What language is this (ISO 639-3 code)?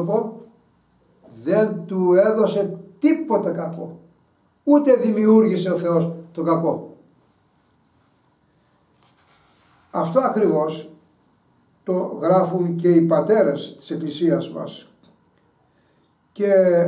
ell